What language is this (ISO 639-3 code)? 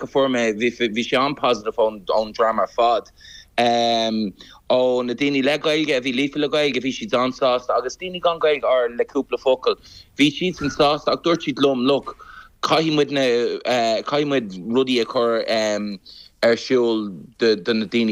gle